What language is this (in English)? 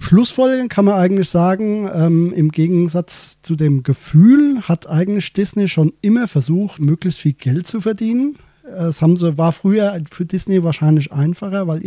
German